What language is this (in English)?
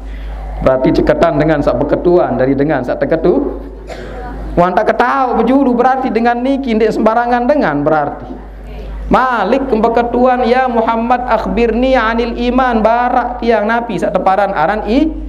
Sasak